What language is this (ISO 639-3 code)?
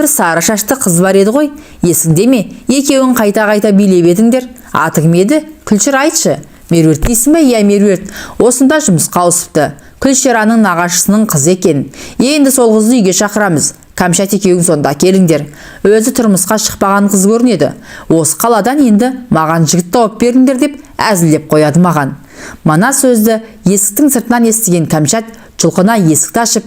kaz